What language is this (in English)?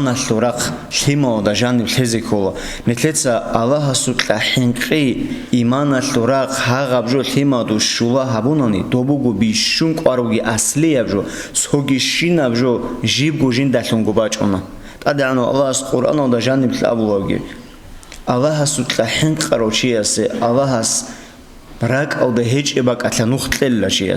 Avaric